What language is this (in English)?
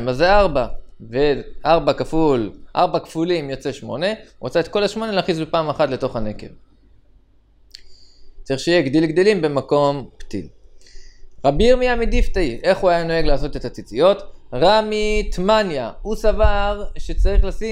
Hebrew